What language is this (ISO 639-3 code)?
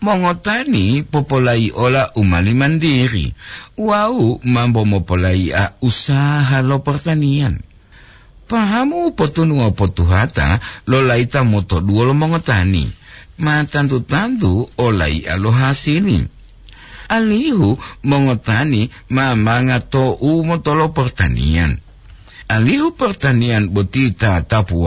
gor